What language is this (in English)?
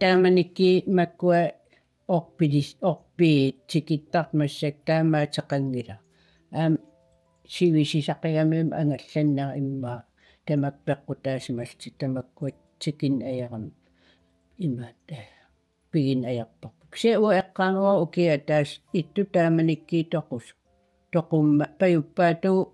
Kalaallisut